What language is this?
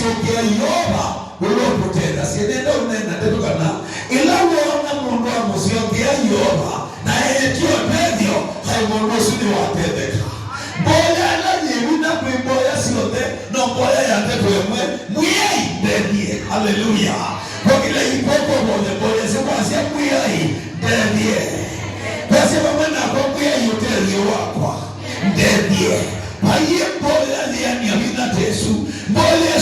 Kamba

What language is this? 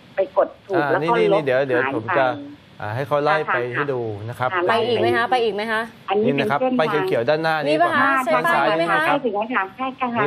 Thai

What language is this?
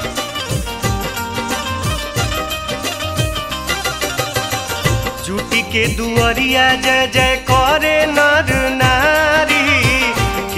Bhojpuri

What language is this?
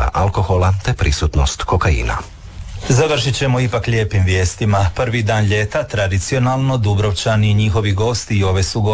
Croatian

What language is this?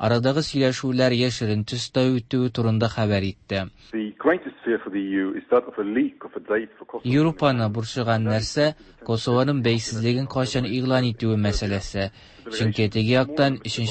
Tatar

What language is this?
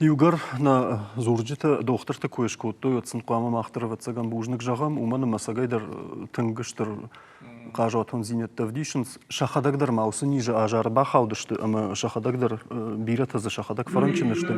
Ossetic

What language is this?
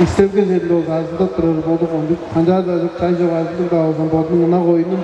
Tuvinian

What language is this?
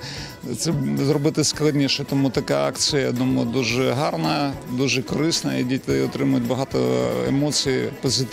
Ukrainian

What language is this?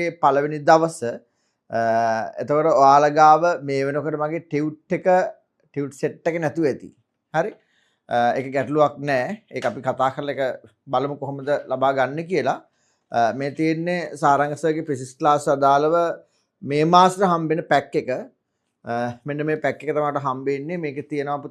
Sinhala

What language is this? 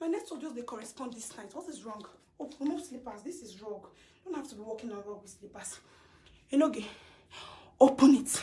Nigerian Pidgin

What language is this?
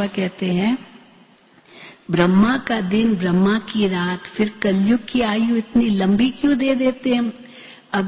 Hindi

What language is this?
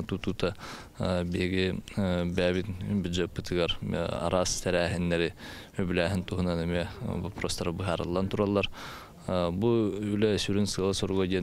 Yakut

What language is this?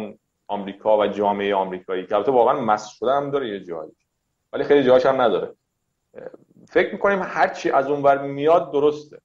Persian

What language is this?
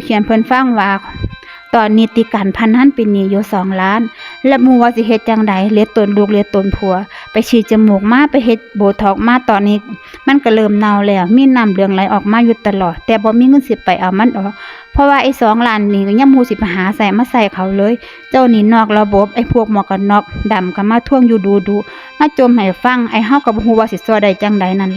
Northeastern Thai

